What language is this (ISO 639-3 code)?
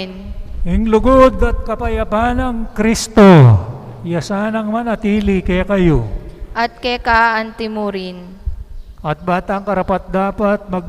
pam